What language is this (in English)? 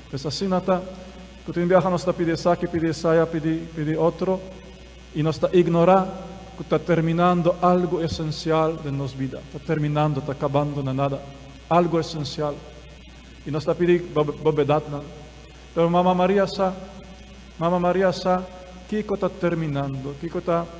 Papiamento